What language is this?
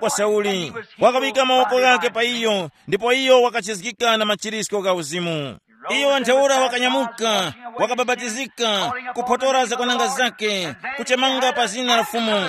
Tumbuka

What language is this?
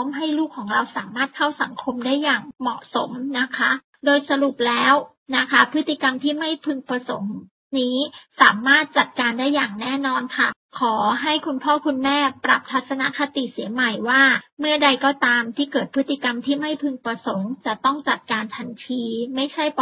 Thai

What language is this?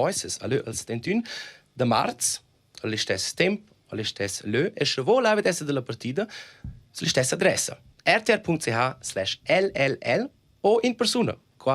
Romansh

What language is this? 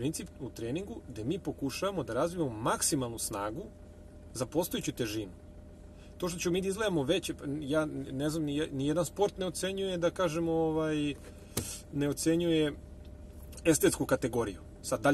Serbian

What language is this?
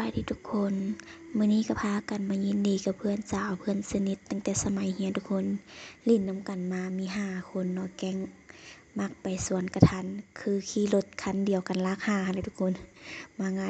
Lao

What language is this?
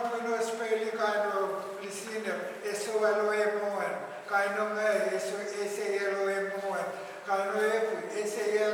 Pohnpeian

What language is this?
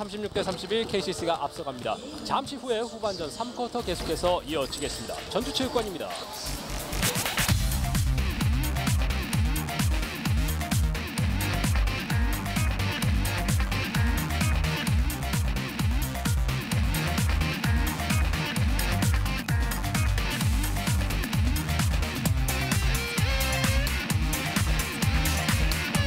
Korean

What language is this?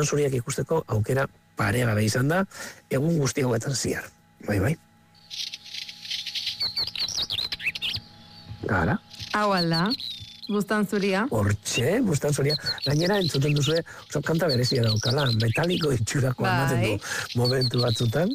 Basque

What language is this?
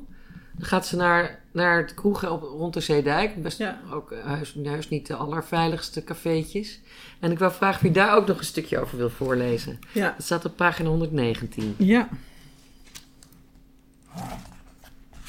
Dutch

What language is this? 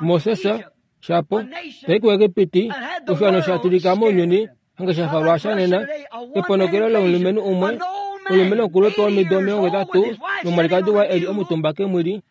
Kuanyama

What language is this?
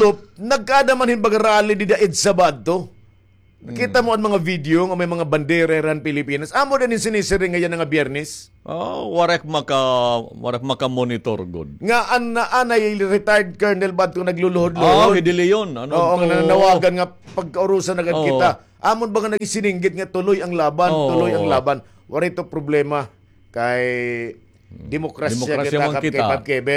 Waray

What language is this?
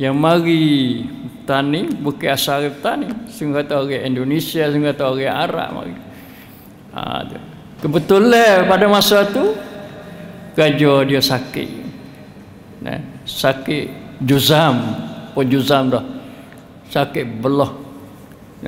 Malay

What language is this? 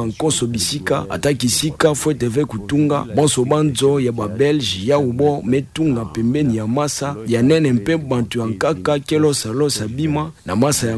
Kituba (Democratic Republic of Congo)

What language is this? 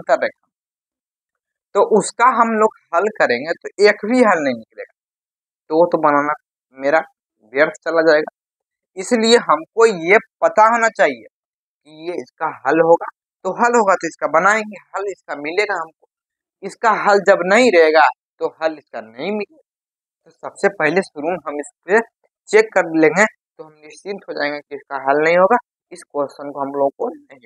Hindi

